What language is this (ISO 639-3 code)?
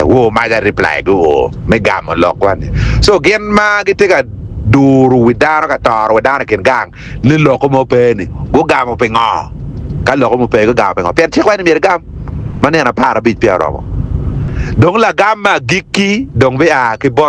ach